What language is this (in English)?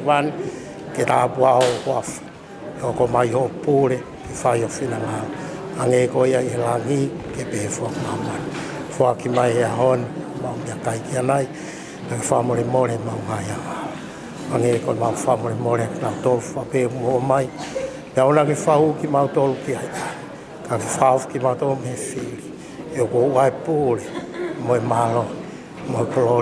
Tongan